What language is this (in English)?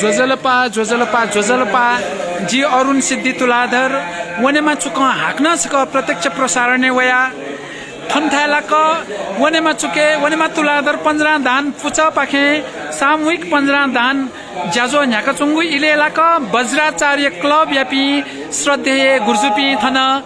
Newari